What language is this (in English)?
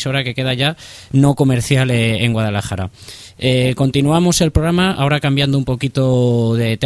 Spanish